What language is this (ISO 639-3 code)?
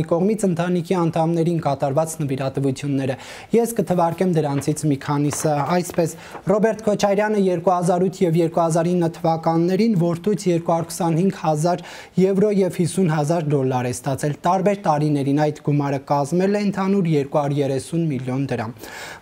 hye